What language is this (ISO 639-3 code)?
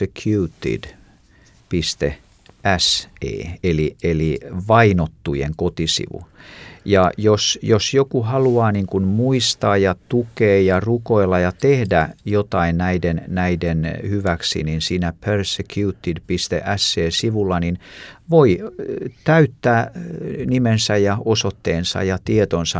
fin